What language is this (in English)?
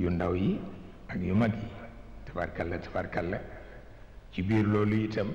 Wolof